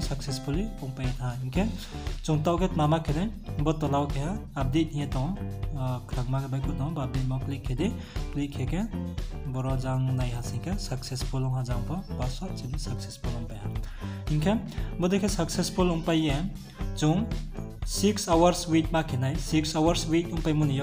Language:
Riang (India)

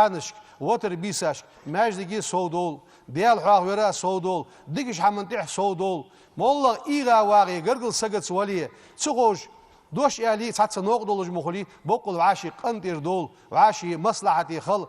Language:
Ingush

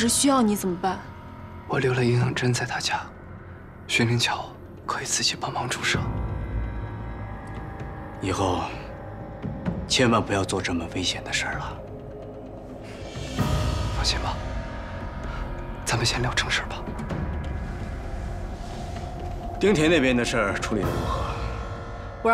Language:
Chinese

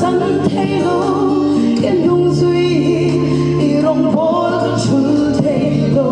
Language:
Hmar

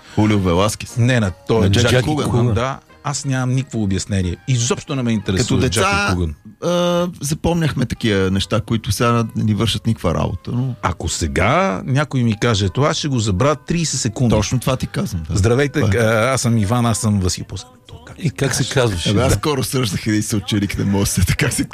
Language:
Bulgarian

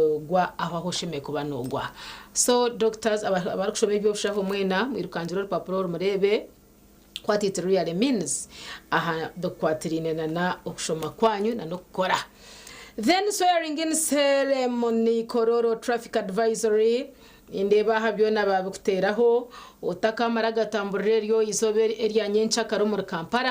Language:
Nyankole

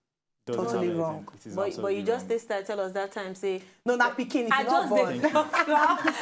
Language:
Nigerian Pidgin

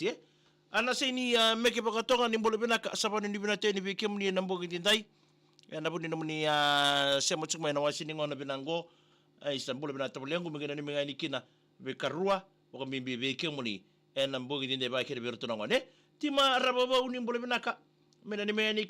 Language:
Fijian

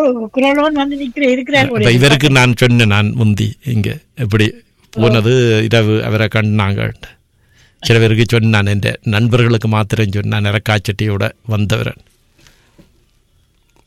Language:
Tamil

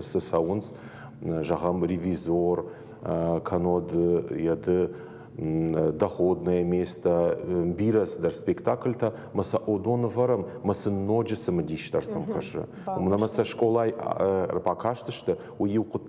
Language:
Ossetic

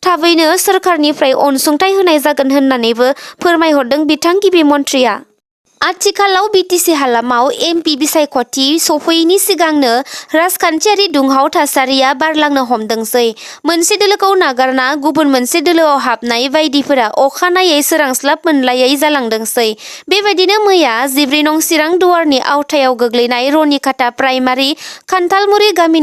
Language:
Bodo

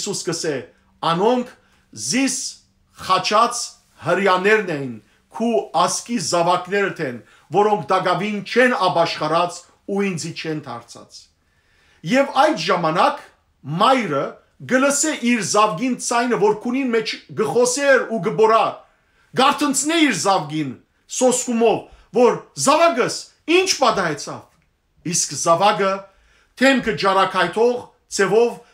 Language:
Western Armenian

